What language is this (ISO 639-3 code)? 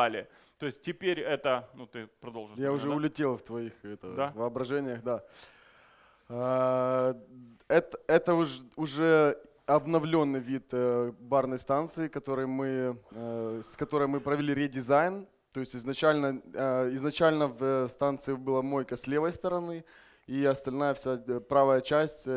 rus